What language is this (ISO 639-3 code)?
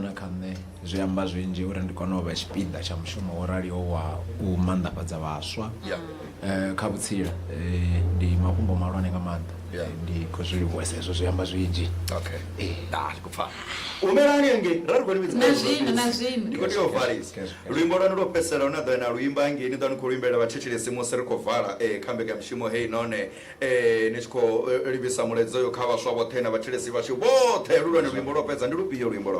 ven